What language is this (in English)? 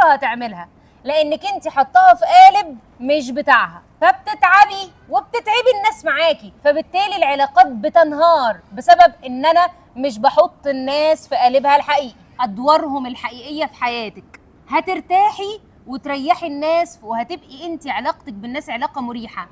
Egyptian Arabic